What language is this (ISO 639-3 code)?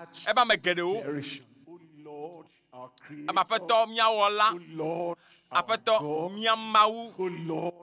ewe